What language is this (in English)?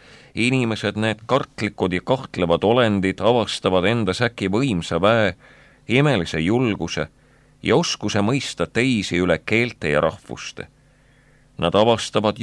Estonian